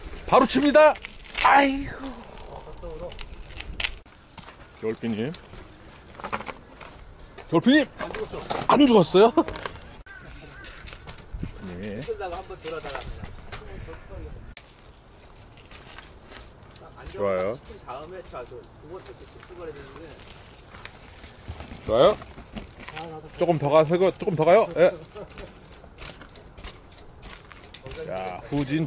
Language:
Korean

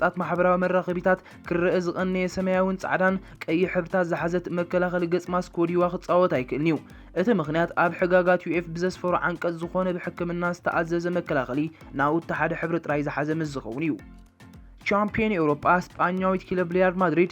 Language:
Tigrinya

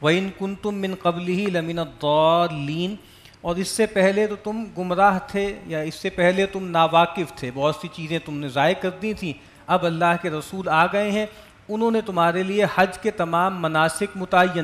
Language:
Urdu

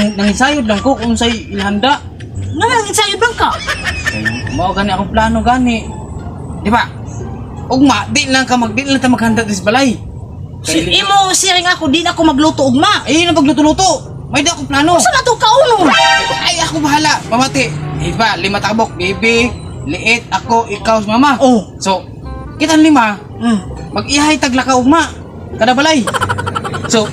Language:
Cebuano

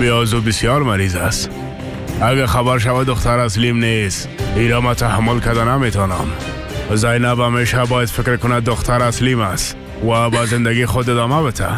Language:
Persian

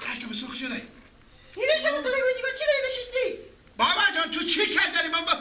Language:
Persian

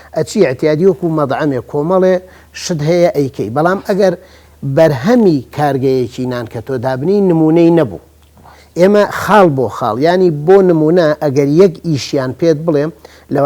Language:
Central Kurdish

